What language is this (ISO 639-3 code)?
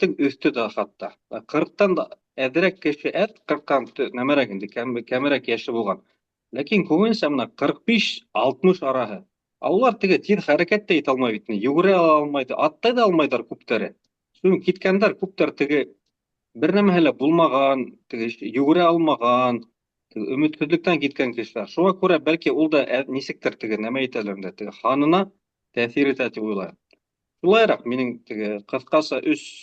bak